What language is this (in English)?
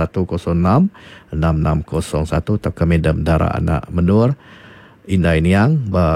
Iban